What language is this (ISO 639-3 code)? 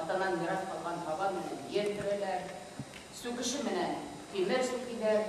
bak